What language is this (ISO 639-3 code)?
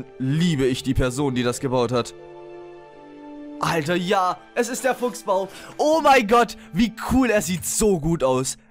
deu